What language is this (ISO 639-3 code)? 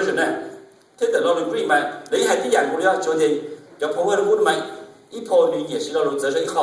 hmn